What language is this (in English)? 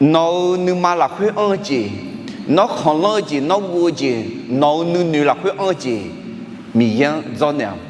Akha